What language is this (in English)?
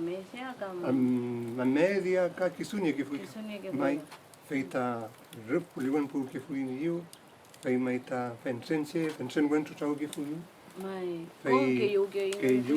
Mapuche